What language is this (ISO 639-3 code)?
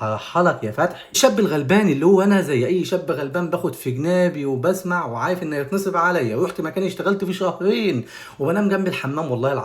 arz